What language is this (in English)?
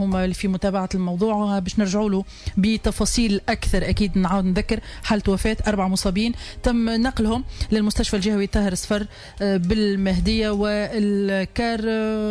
Tunisian Arabic